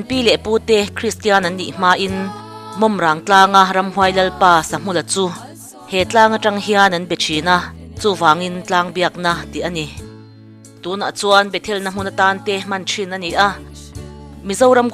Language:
Mizo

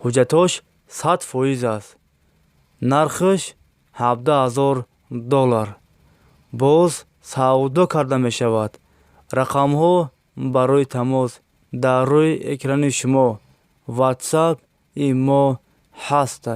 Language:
Tajik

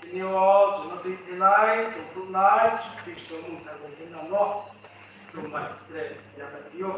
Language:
Riang (India)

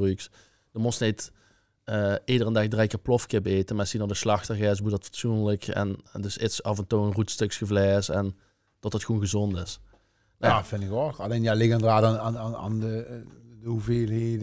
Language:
Limburgish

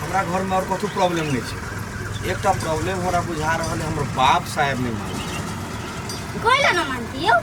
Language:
Maithili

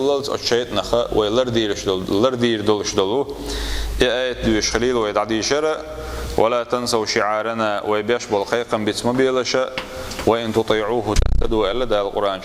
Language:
Chechen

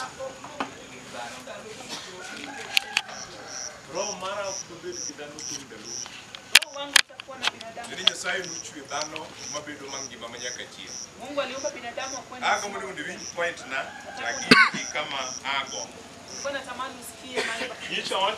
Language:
Luo (Kenya and Tanzania)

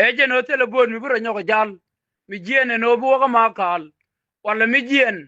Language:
Nuer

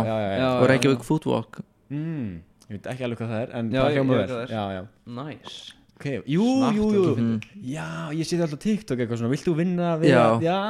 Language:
Icelandic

